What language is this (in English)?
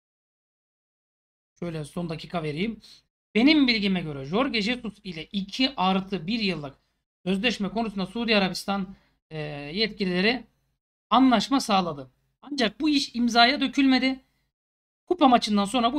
Turkish